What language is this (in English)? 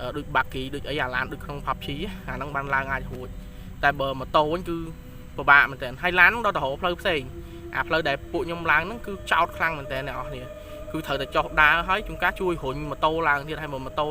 Khmer